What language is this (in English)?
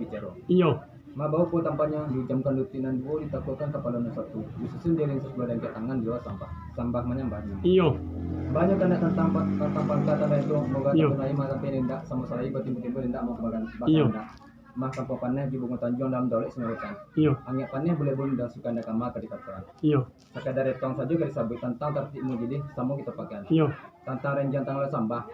Minangkabau